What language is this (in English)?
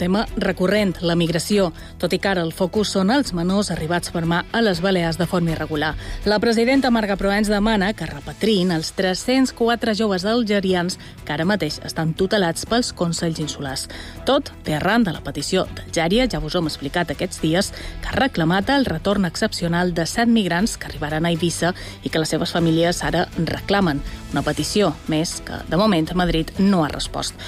Catalan